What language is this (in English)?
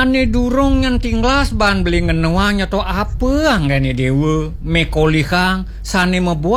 Balinese